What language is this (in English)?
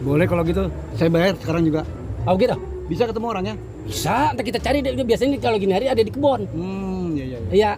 Betawi